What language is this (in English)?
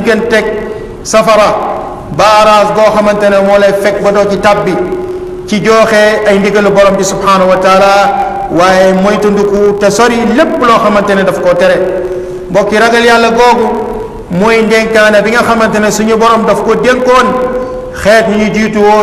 Wolof